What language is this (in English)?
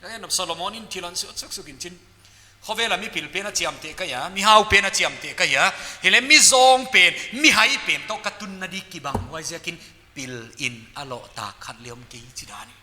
Paite Chin